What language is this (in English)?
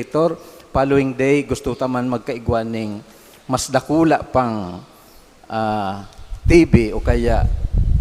Bikol